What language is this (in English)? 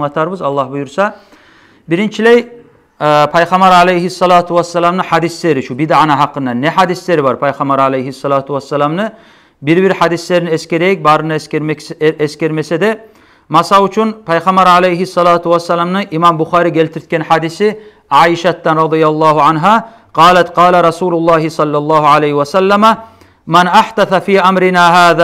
Kumyk